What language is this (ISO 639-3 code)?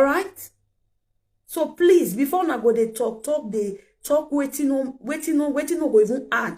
pcm